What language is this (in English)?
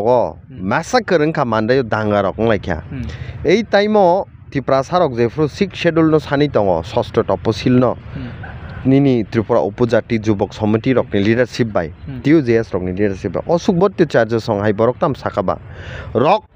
Kok Borok